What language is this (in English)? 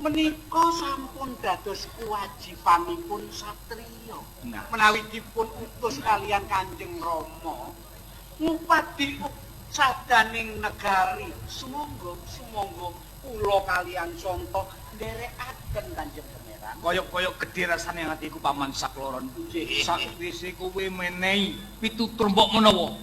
Javanese